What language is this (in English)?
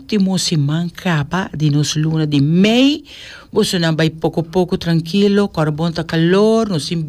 Papiamento